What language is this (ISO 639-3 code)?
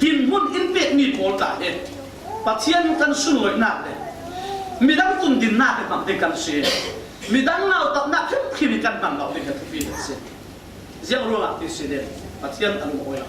cfm